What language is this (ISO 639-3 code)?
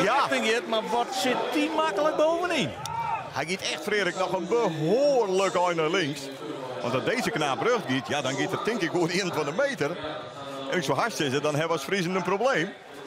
fry